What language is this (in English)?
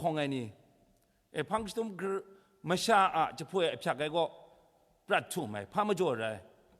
Kachin